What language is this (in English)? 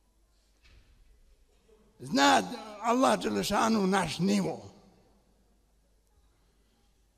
Bosnian